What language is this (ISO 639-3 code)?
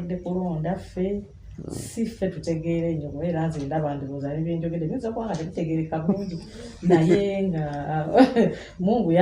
lug